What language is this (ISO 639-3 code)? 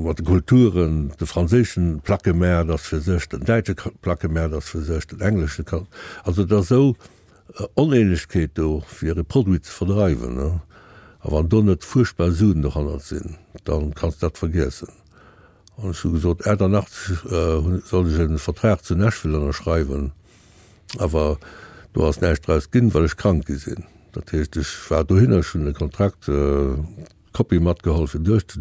ltz